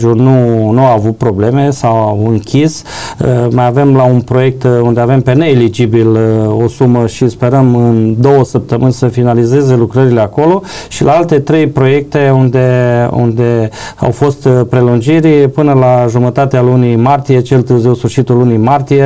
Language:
Romanian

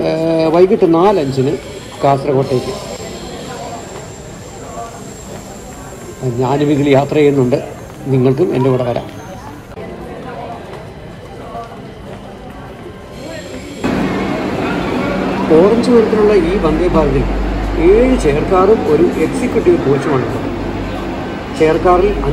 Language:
Malayalam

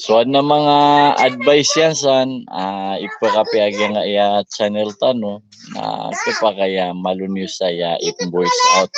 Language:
Maranao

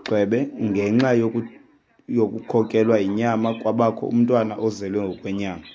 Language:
Xhosa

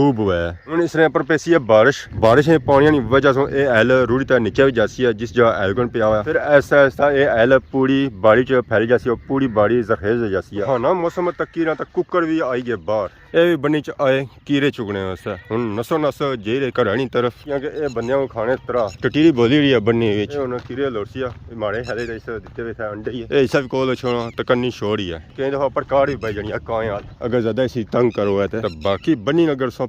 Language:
Pahari-Potwari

